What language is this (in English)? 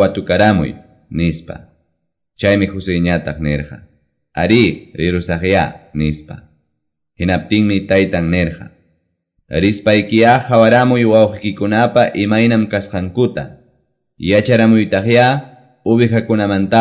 Quechua